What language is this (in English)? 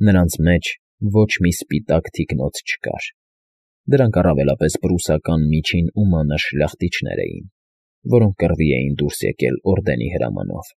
Armenian